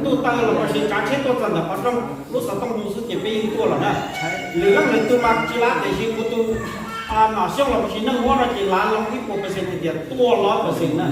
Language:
Hmong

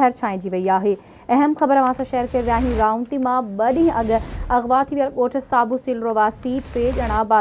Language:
Sindhi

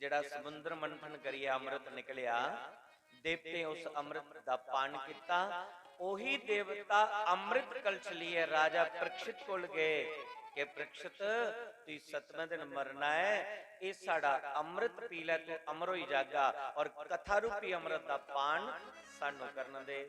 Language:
Dogri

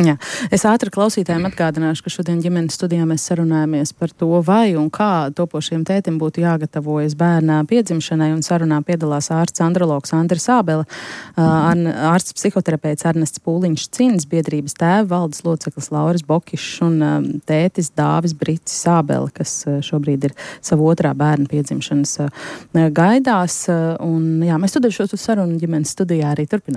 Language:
Latvian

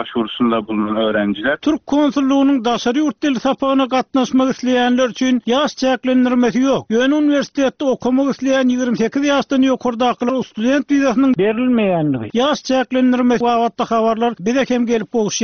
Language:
Turkmen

